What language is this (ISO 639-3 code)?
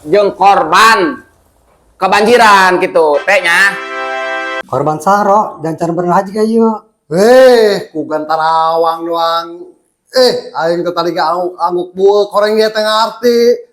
sun